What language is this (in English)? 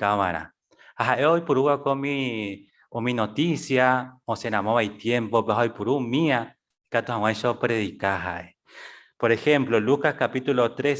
Guarani